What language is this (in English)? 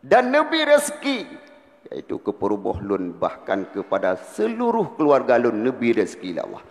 Achinese